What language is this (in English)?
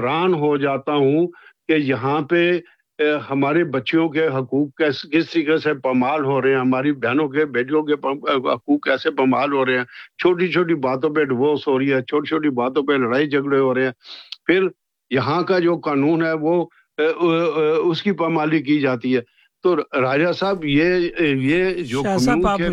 Urdu